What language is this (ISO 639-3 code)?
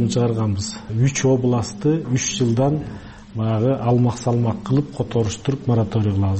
kir